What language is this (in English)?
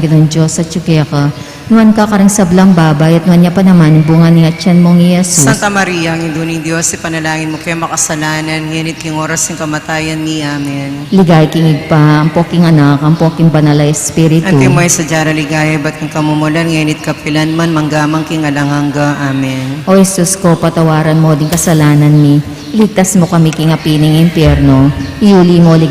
Pampanga